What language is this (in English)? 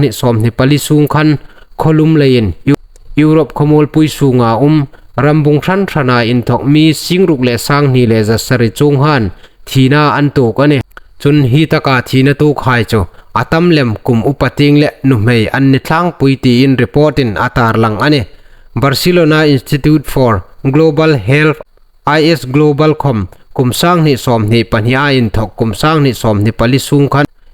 Hmar